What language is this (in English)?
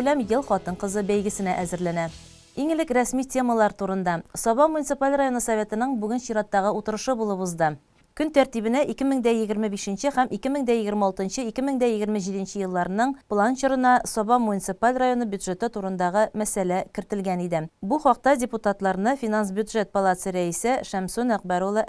Tatar